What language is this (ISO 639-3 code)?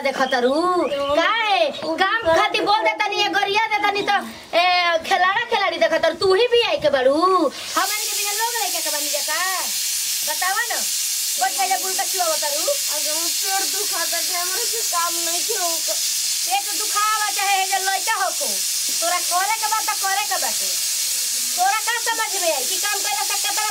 bho